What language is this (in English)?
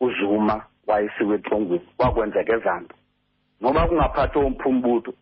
Xhosa